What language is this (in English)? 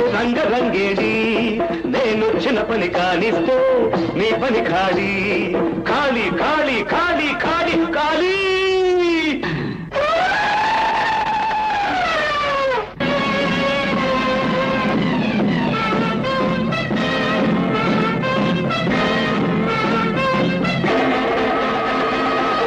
Telugu